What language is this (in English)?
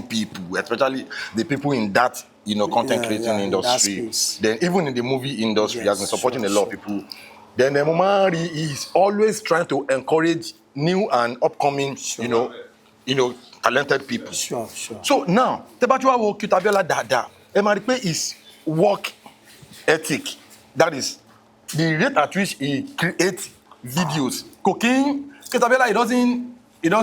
Yoruba